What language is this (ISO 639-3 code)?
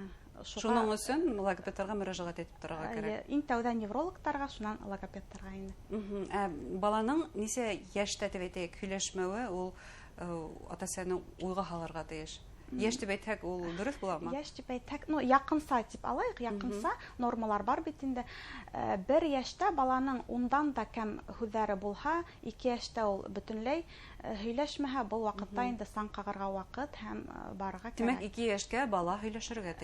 bak